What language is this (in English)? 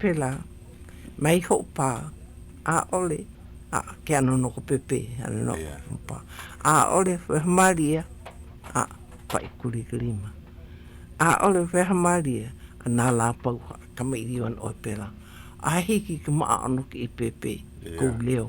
Hawaiian